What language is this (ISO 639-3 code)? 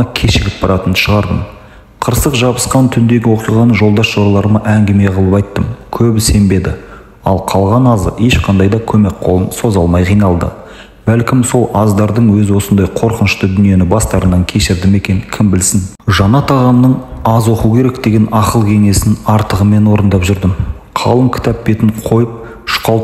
kaz